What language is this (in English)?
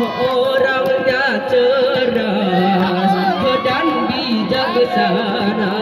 Gayo